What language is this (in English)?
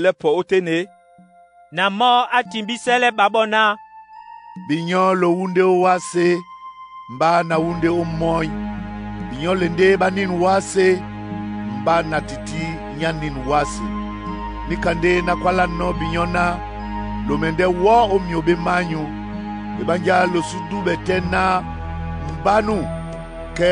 Duala